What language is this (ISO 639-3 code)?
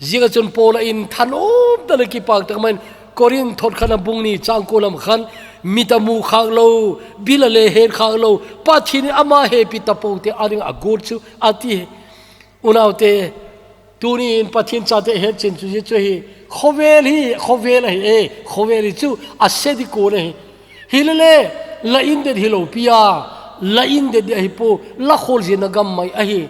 tcz